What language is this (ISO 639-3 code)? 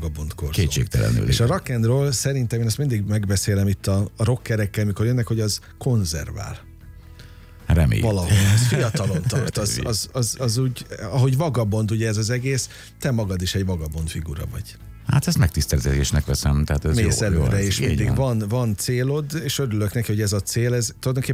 hun